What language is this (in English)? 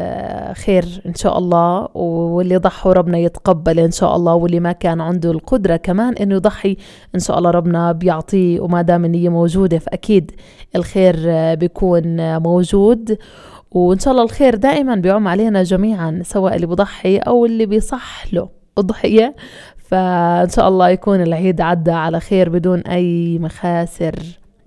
North Levantine Arabic